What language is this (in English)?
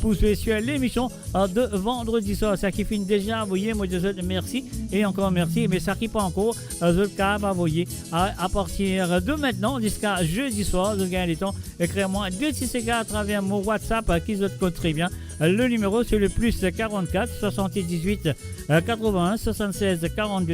Morisyen